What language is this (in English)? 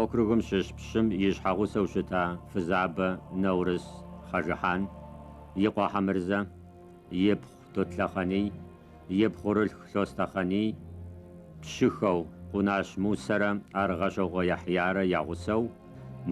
Kabardian